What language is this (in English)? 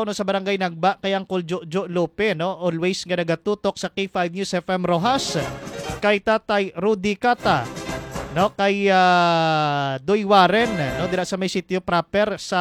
Hiligaynon